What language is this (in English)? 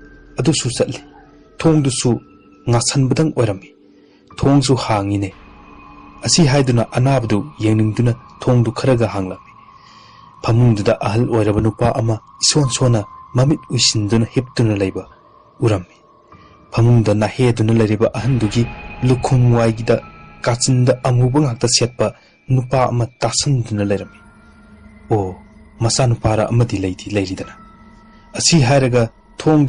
Manipuri